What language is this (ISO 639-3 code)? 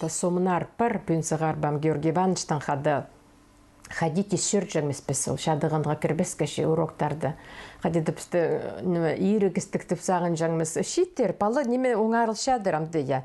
kjh